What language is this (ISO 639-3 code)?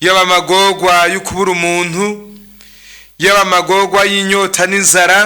run